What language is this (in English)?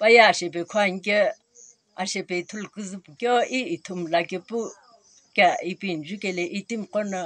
Sumi Naga